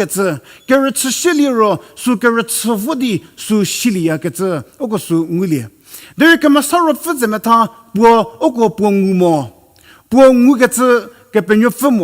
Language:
Angami Naga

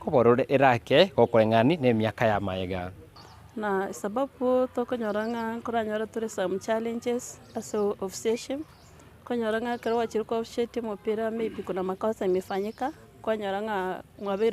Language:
Gusii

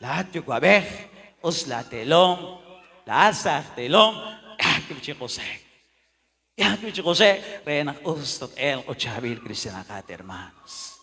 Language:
Kekchí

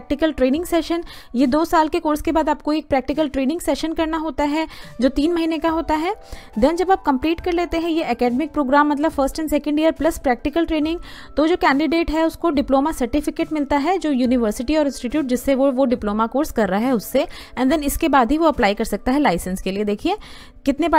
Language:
Hindi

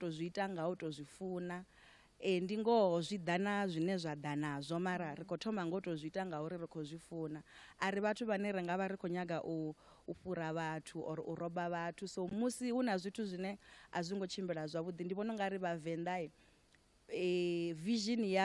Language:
Venda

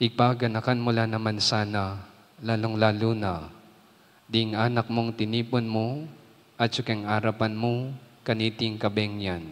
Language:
Pampanga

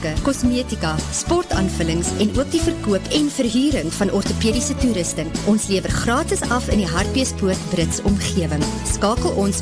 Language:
Afrikaans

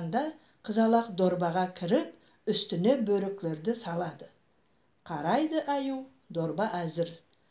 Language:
Nogai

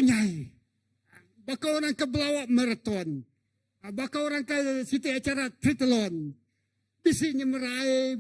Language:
Iban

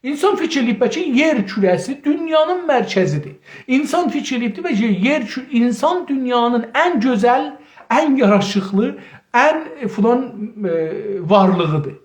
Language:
South Azerbaijani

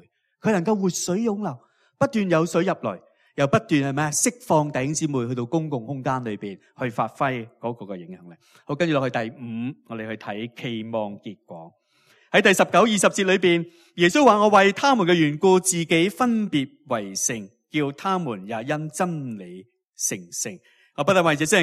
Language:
Cantonese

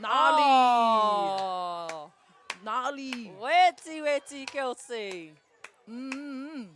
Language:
Māori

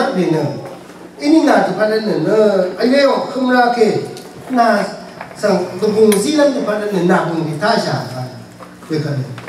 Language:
Rawang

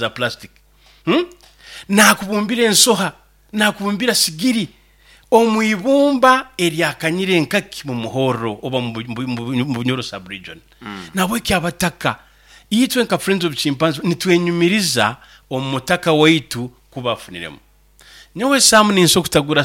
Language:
Nyoro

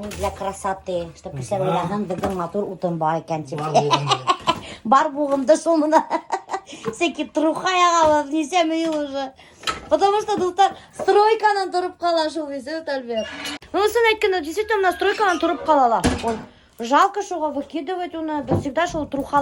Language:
Bashkir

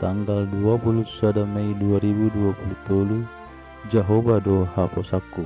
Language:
Batak Toba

